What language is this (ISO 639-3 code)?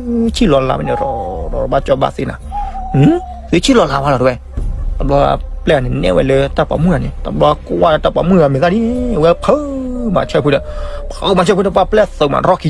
ksw